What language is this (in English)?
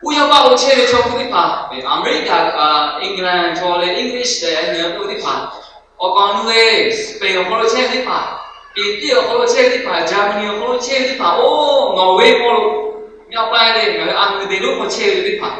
Lahu